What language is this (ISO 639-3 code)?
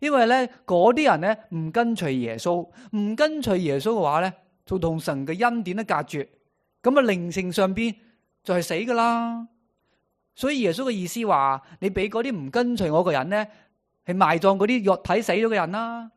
yue